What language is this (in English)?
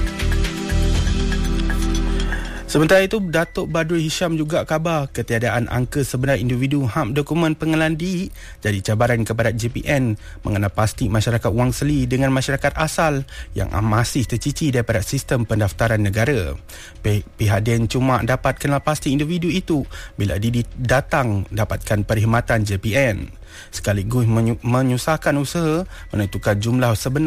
Malay